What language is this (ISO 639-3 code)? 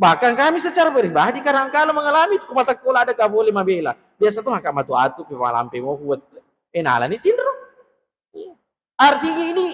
bug